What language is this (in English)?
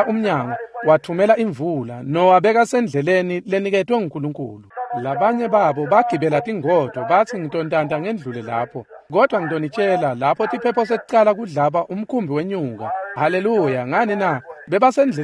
Swati